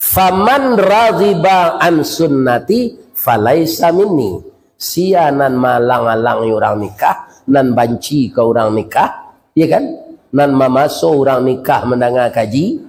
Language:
Minangkabau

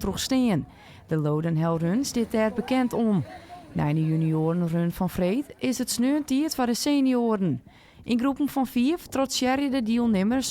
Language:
Western Frisian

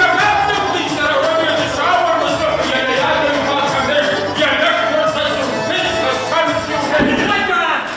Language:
Kabardian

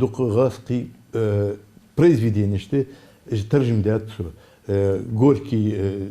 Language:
Ingush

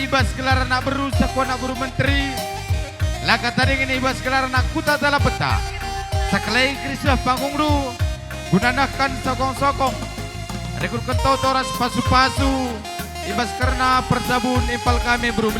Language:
Batak Karo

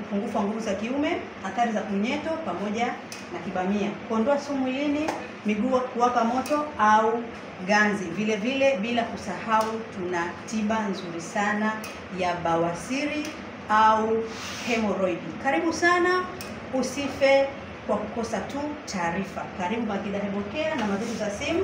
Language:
Swahili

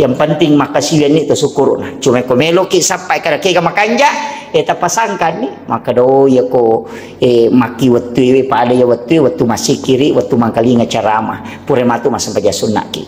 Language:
Buginese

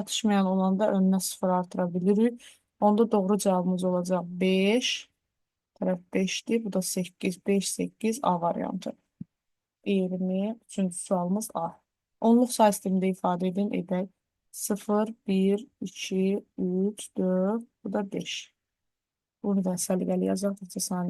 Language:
Azerbaijani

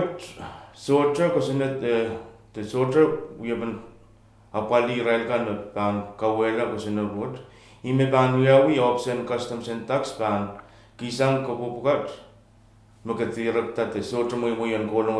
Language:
Pohnpeian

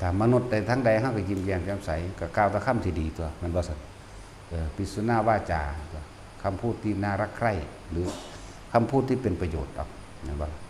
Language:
Northeastern Thai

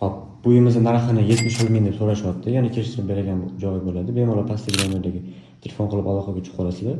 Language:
Uzbek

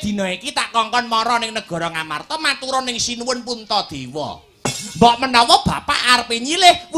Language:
Javanese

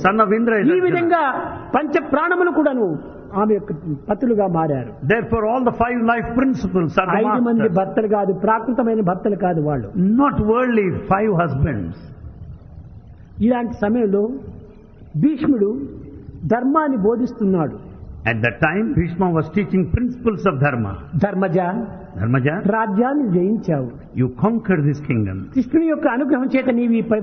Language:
Telugu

